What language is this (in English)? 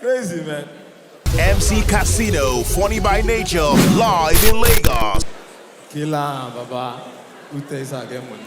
Nigerian Pidgin